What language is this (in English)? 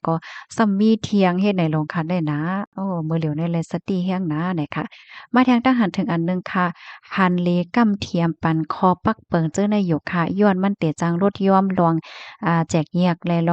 Shan